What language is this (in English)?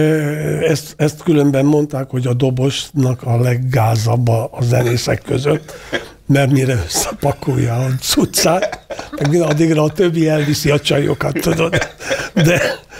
Hungarian